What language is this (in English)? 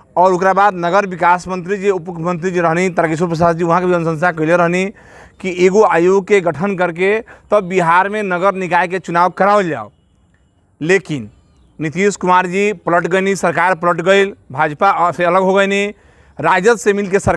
Bhojpuri